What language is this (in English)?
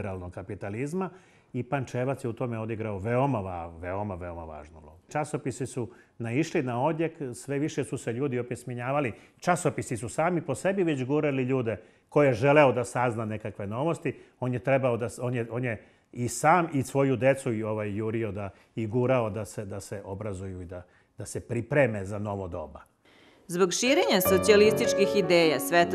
Serbian